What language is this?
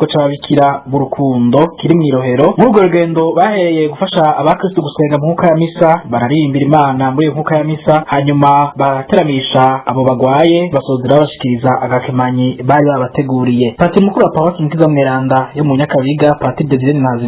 Rundi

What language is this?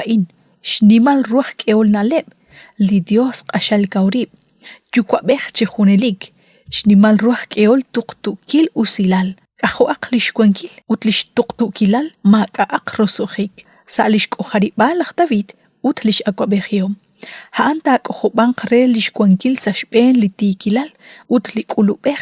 Kekchí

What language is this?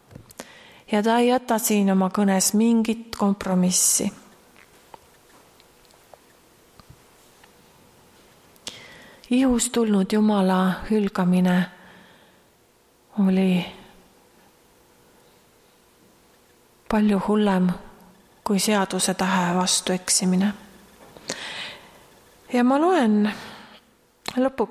Estonian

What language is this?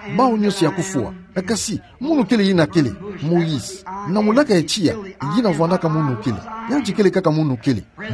Kituba (Democratic Republic of Congo)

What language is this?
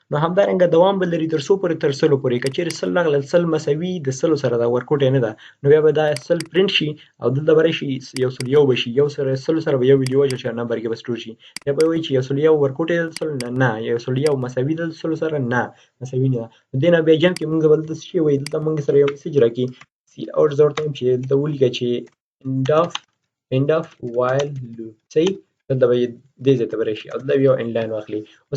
Pashto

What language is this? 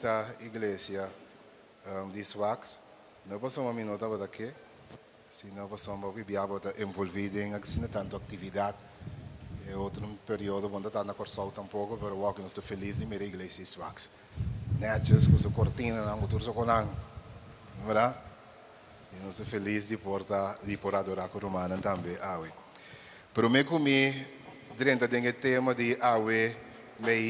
Papiamento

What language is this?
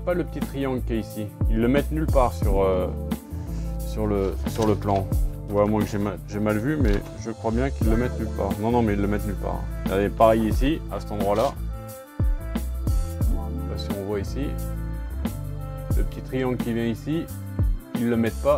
French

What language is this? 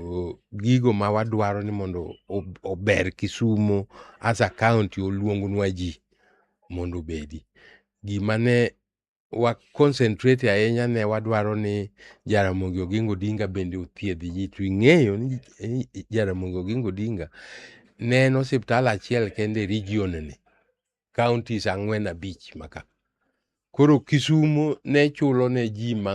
Luo (Kenya and Tanzania)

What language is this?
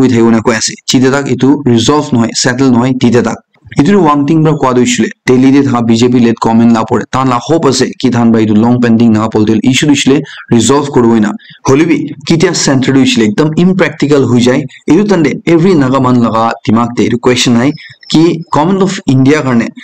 Naga Pidgin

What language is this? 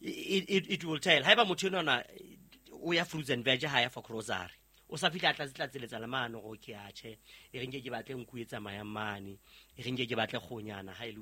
Southern Sotho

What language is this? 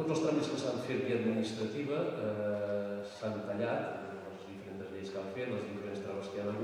Catalan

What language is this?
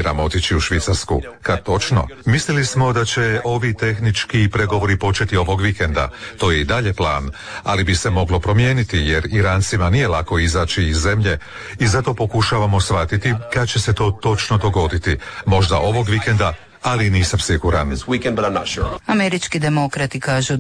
Croatian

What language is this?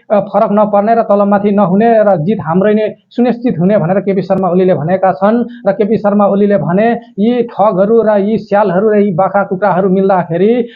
Nepali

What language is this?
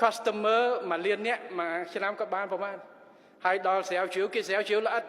Khmer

